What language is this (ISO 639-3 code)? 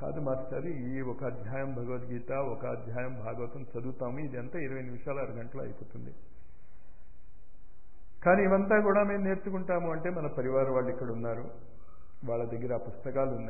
tel